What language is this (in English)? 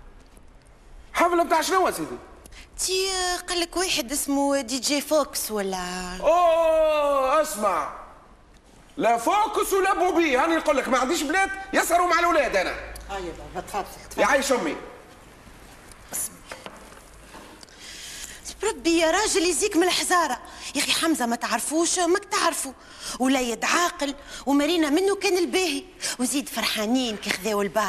Tunisian Arabic